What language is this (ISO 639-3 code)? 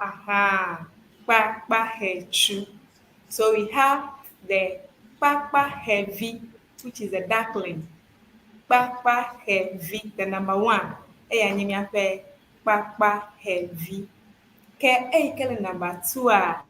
ewe